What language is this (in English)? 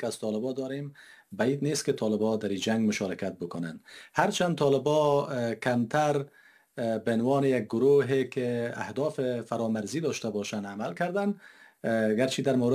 Persian